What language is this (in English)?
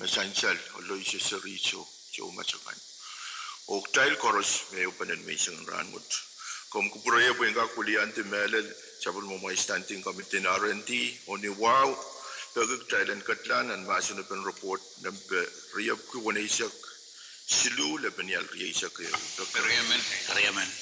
Pohnpeian